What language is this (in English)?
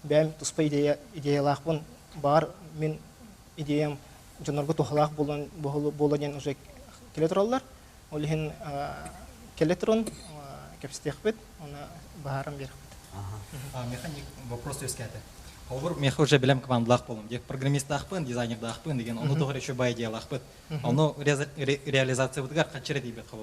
Yakut